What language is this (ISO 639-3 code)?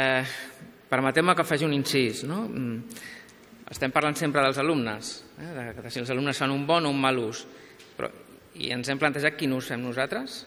cat